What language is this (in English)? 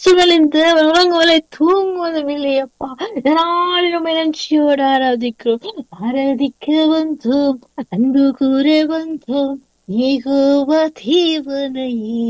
Tamil